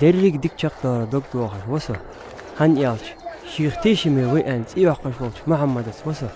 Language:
Ingush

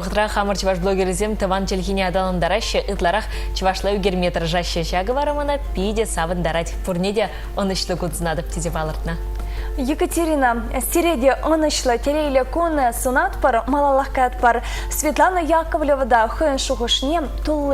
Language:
Chuvash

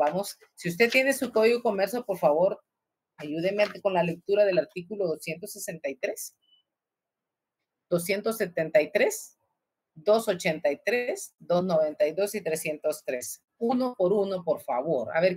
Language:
Spanish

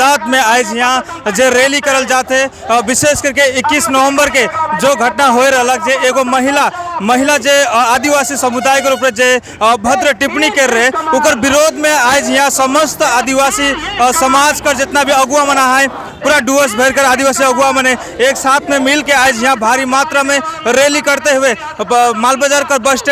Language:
Sadri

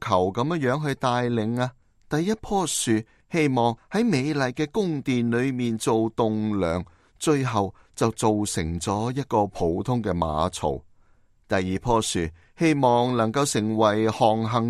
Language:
Cantonese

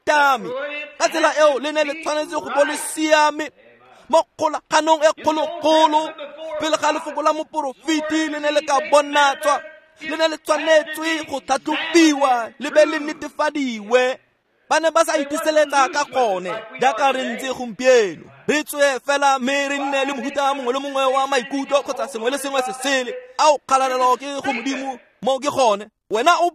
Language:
Tswana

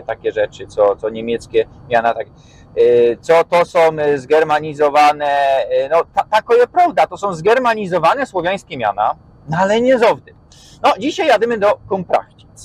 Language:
Silesian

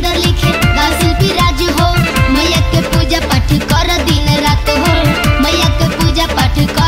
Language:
Bhojpuri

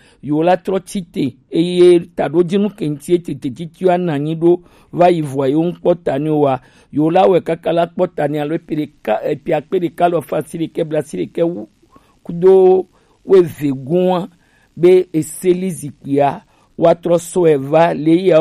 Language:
Gen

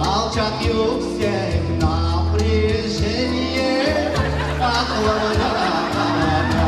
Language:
Crimean Tatar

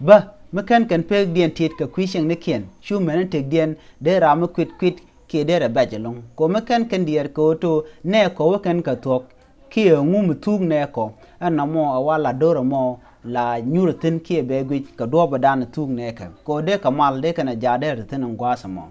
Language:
Nuer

